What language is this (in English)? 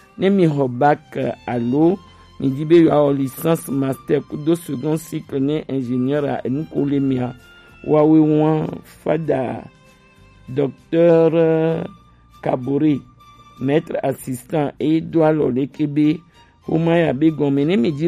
Gen